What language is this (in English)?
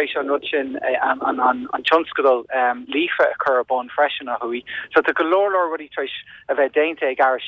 Irish